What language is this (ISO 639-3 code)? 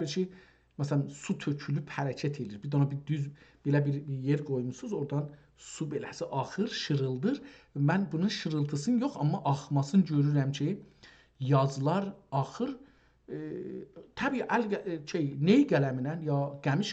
azb